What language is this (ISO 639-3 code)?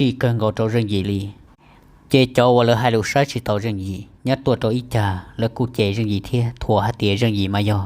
hmn